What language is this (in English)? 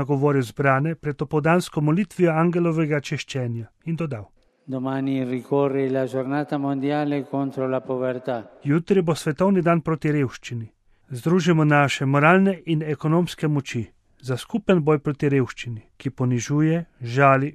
Slovenian